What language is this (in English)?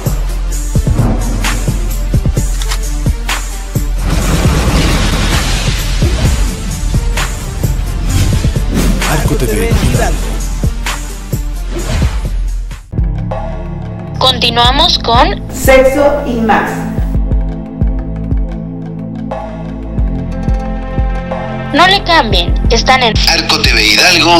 Spanish